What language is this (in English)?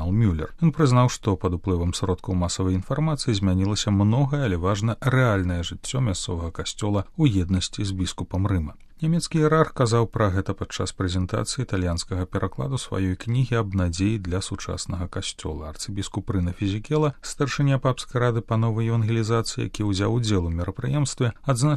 Belarusian